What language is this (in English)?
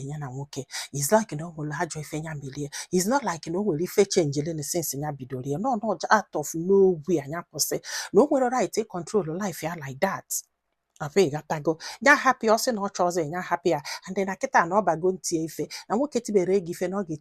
Igbo